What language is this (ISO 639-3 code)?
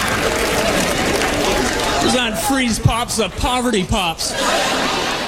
eng